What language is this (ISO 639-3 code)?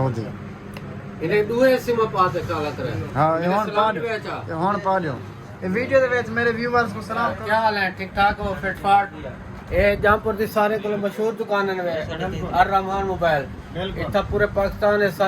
skr